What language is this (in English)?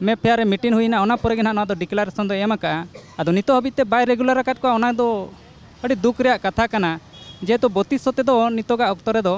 Santali